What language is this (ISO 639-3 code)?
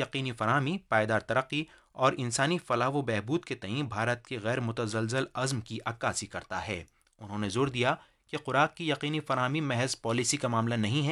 urd